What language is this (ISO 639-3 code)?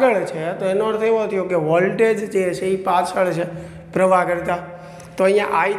guj